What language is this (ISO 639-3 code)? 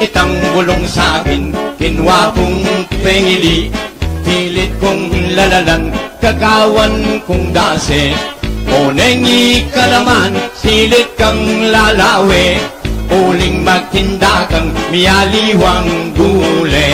pam